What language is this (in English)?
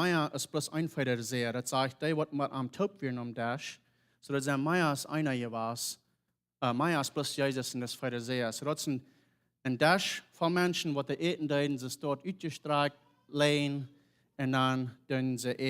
Plautdietsch